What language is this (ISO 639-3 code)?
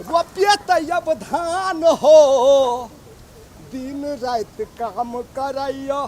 mai